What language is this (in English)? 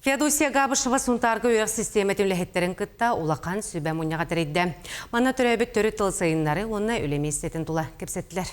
Yakut